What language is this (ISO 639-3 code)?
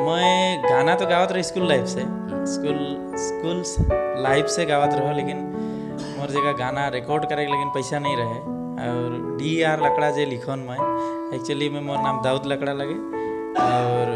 sck